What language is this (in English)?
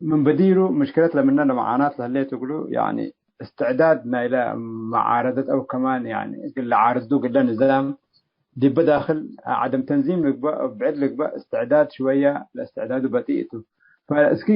Tigre